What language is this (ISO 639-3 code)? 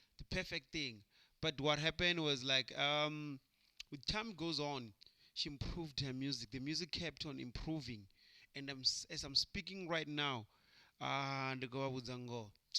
ven